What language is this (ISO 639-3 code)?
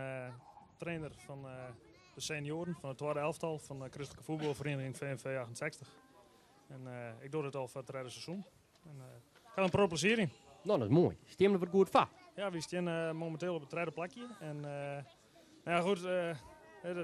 fry